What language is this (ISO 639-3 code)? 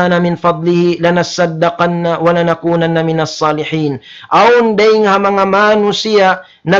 tsg